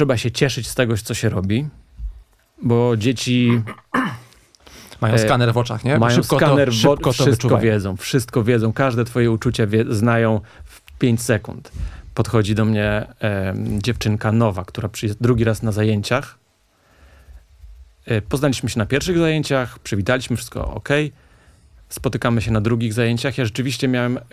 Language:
Polish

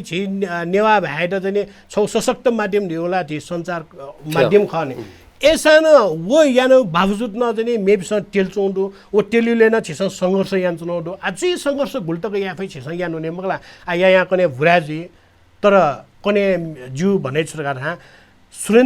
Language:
Newari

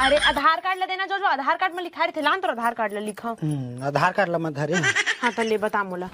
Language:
Chhattisgarhi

